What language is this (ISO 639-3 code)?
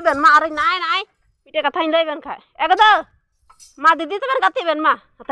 sat